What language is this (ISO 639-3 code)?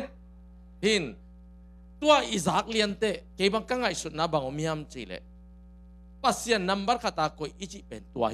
ctd